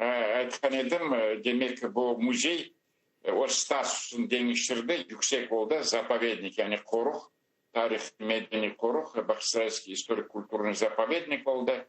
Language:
Crimean Tatar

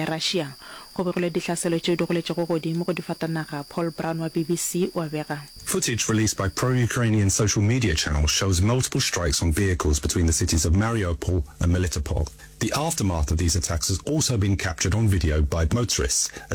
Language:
Northern Sotho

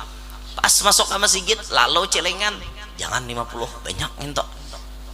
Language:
Banjar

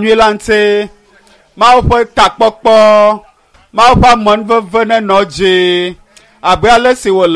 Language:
Ewe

